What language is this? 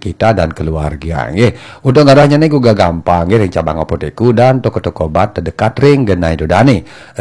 Balinese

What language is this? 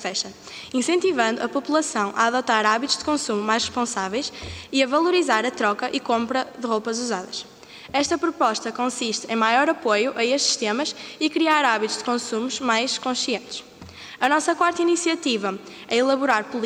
Portuguese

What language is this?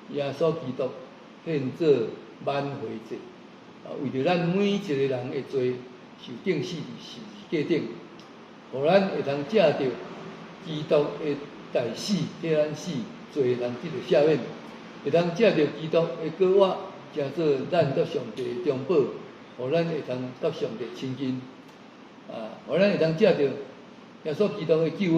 Min Nan Chinese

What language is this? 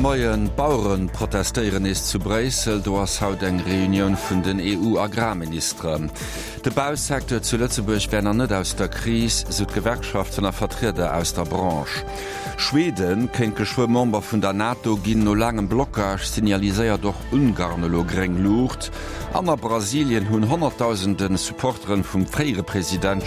Luxembourgish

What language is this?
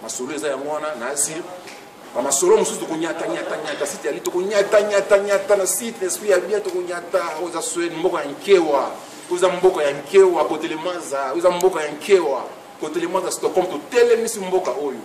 Lingala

